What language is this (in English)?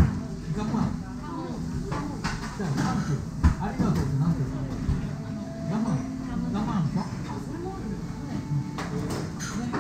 Japanese